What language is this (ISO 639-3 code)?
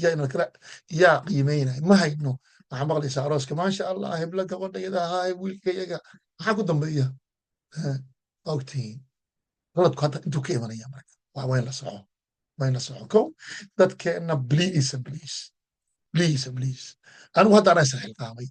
som